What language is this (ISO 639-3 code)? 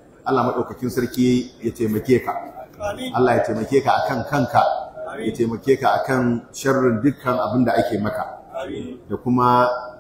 hau